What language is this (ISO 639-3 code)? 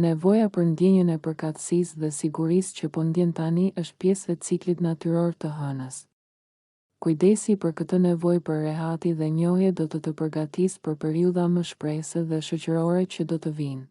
sqi